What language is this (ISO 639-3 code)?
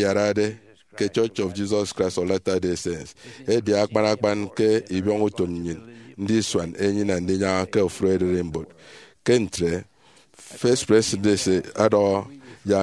efi